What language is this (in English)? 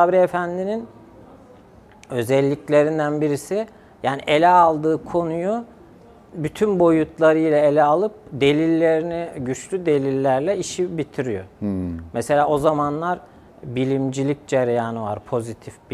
Turkish